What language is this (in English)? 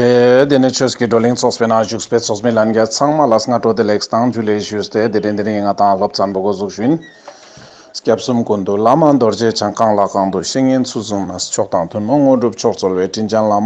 Ladakhi